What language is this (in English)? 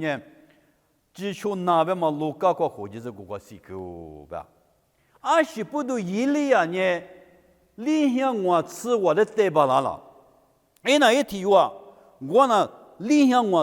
Lisu